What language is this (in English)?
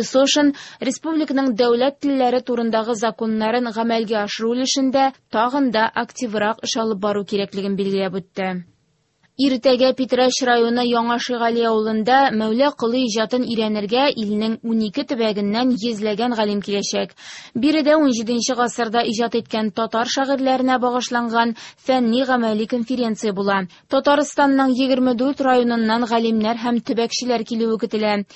Tatar